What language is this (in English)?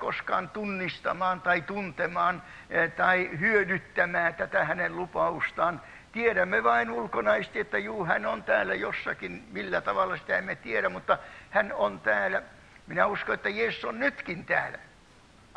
Finnish